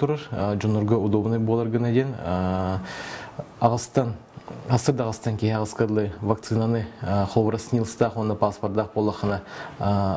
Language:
Yakut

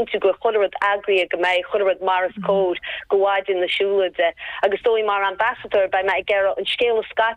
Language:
Irish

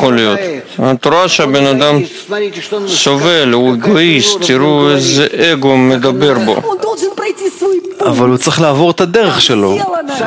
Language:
Hebrew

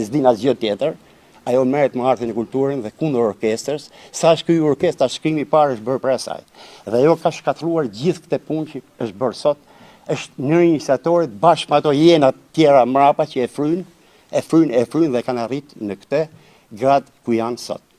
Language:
Albanian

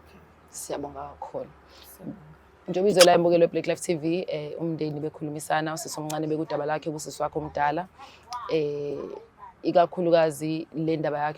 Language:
Zulu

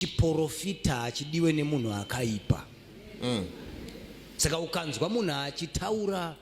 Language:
Shona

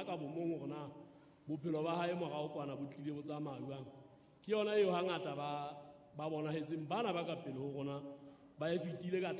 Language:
Southern Sotho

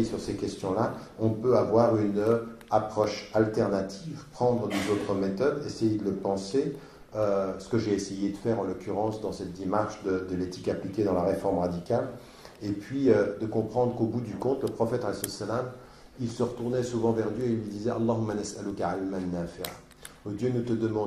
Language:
French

